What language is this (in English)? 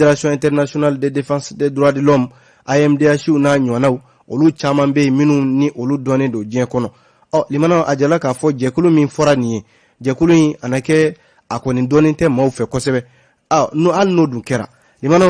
Bambara